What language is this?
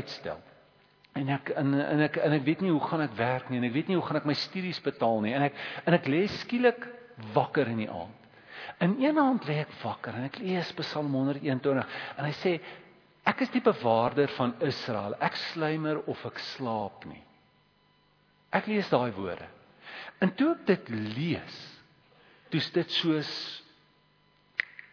Afrikaans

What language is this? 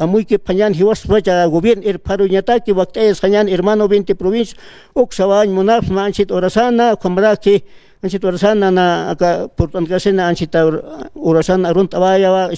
Aymara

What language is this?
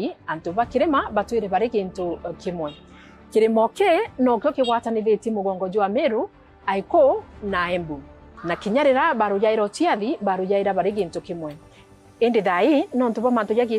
Meru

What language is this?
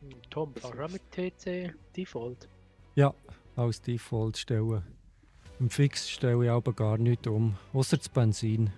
Swiss German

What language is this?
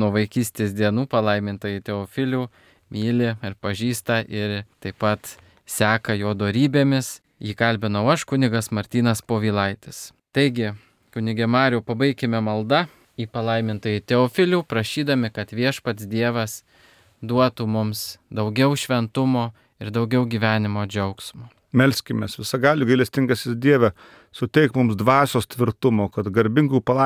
Lithuanian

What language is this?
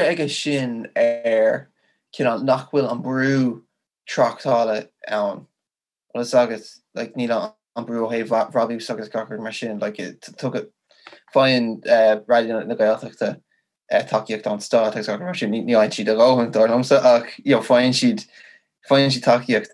Irish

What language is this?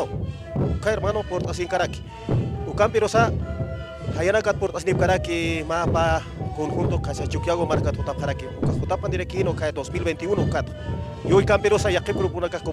Aymara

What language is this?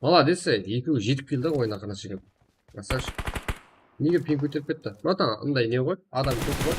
Kara-Kalpak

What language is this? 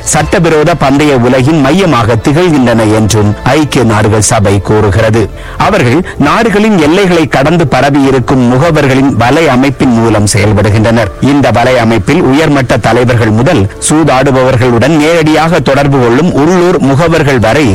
Tamil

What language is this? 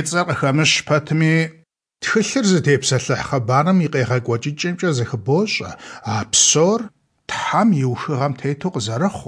Kabardian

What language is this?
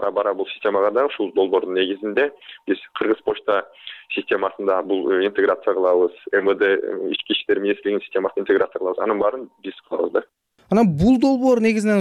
Kyrgyz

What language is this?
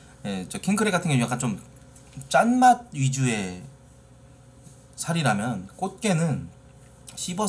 Korean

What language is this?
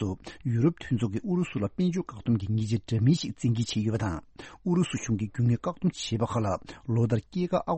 Tibetan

